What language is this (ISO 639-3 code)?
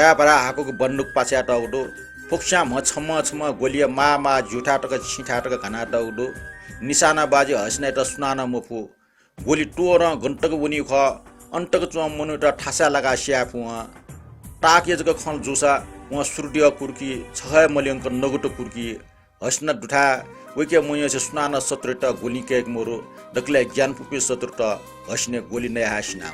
new